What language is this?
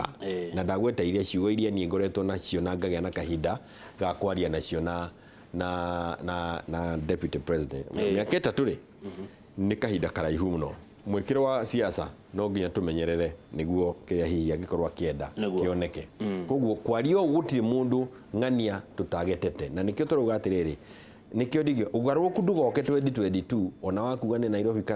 Kikuyu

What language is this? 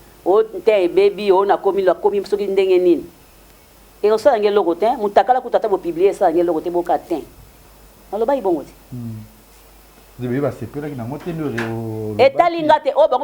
Lingala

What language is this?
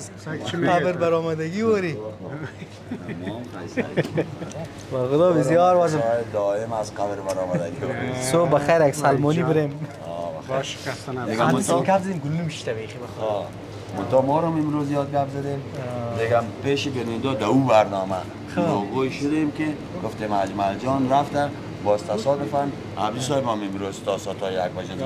Persian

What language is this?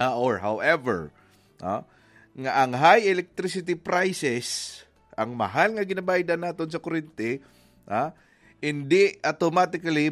Hiligaynon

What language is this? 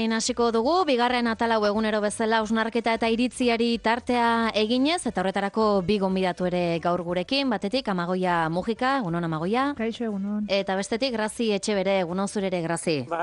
Basque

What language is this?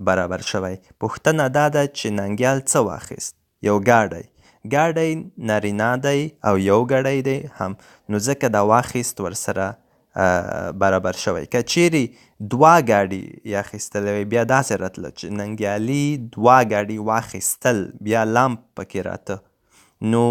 Pashto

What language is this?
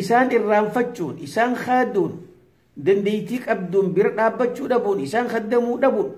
Oromo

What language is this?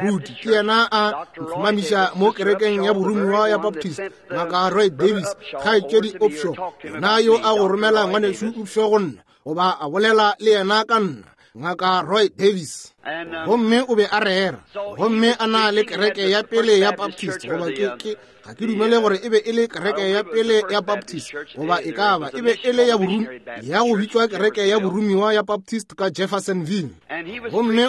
Northern Sotho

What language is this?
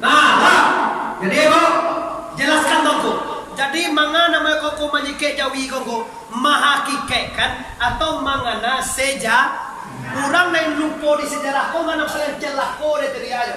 Minangkabau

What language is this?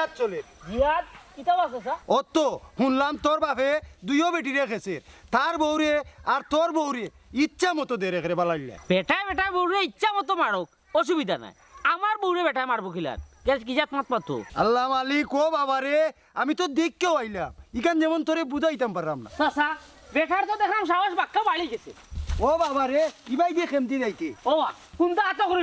Sylheti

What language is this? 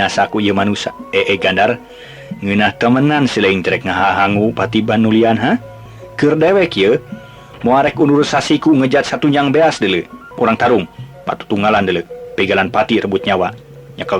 Sundanese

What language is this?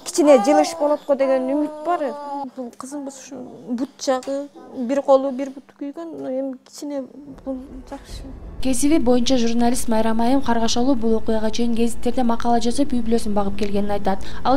Kyrgyz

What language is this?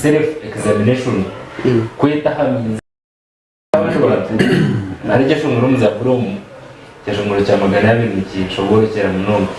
Nyankole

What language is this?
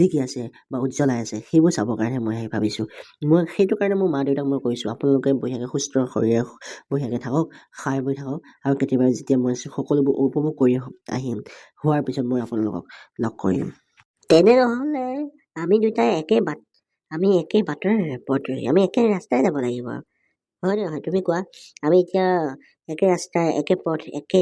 Assamese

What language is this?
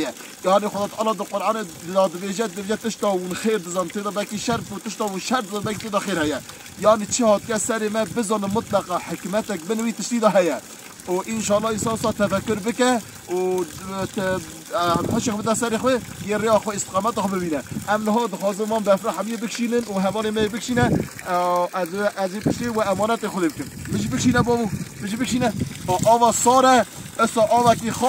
Kurdish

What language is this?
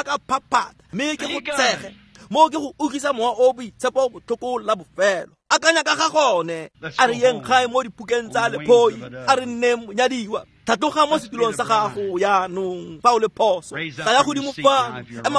Tswana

